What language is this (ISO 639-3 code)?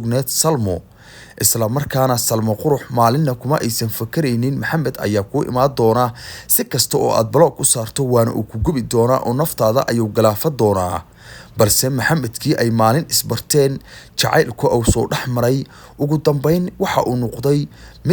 som